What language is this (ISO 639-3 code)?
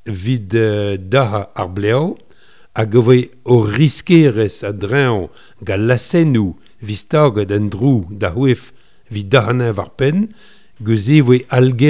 bre